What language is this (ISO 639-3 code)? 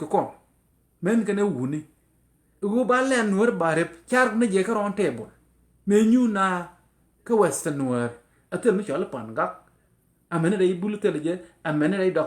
nus